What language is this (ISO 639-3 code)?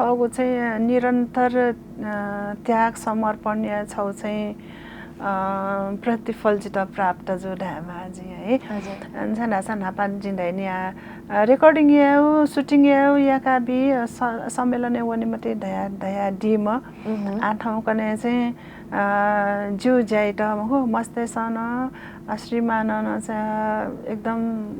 new